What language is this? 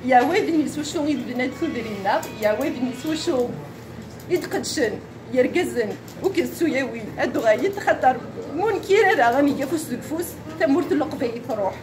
Kabyle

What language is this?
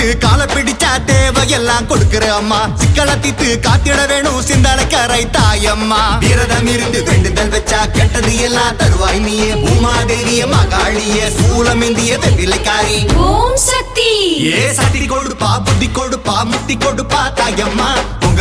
Tamil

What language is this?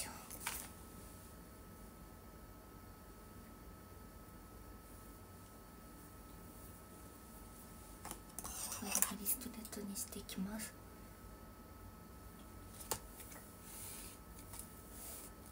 Japanese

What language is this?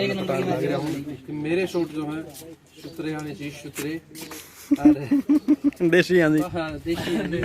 Haryanvi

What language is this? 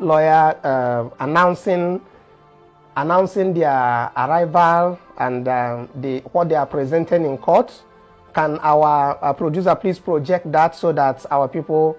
Nigerian Pidgin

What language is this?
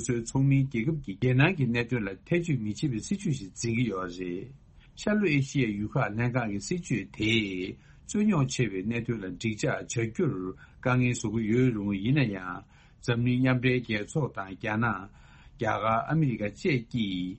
Tibetan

